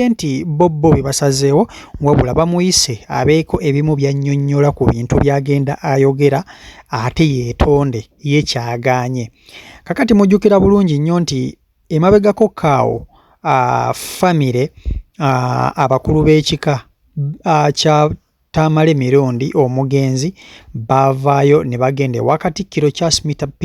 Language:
Ganda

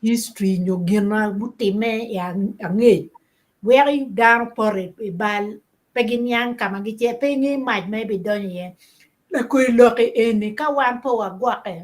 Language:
Acoli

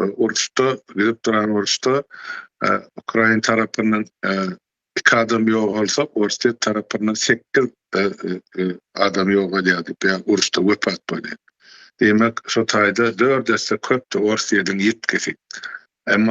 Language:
Turkmen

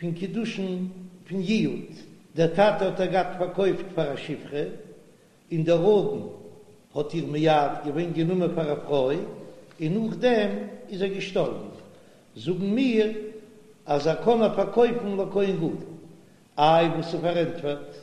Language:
Yiddish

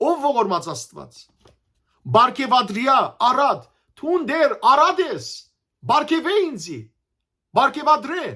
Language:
Western Armenian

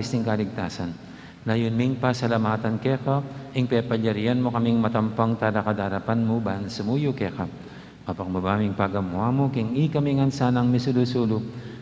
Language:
Pampanga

